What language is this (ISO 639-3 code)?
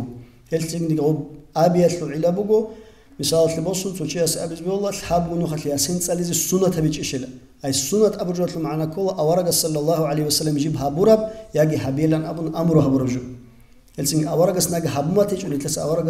ava